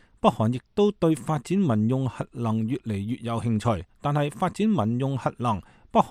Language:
Cantonese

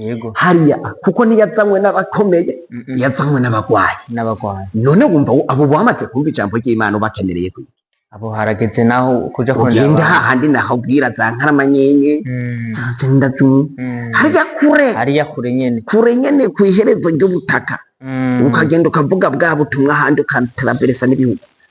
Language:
Rundi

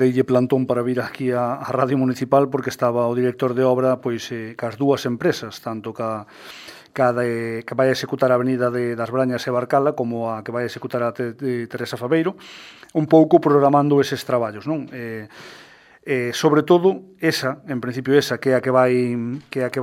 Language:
Galician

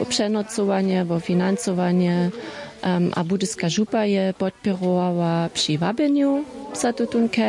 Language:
Upper Sorbian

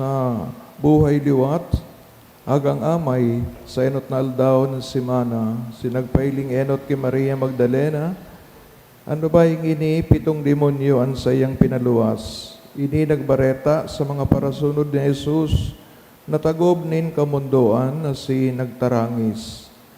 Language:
Bikol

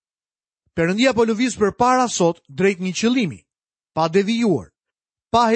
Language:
Albanian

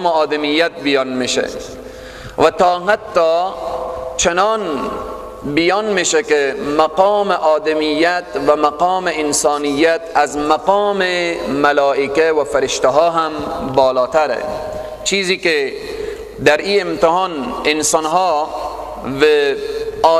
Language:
Persian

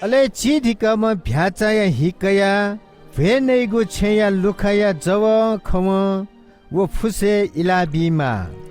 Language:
Newari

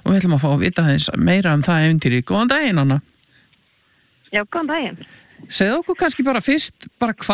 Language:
Icelandic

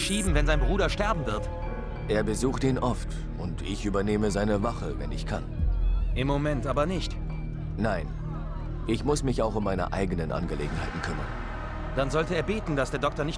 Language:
Bavarian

